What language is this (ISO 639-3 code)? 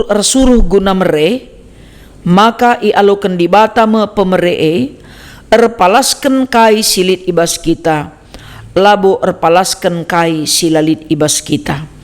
btx